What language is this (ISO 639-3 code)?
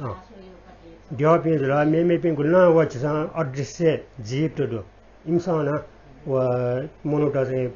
new